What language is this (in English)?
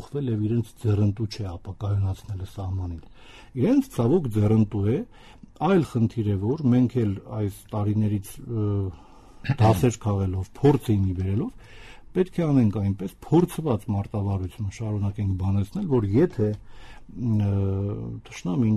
Armenian